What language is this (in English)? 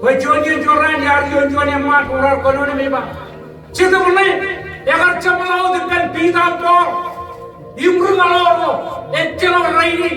Marshallese